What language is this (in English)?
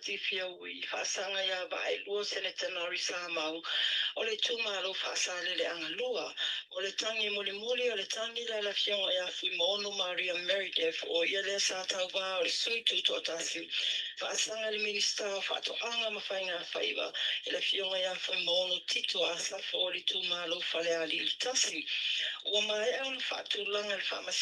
Samoan